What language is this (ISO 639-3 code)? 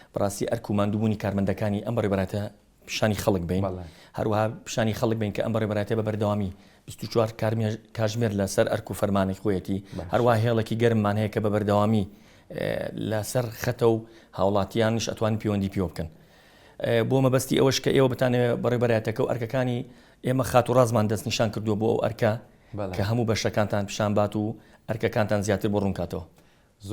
ckb